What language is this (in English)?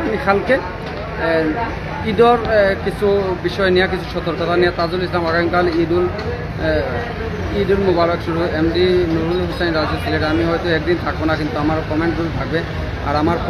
Sylheti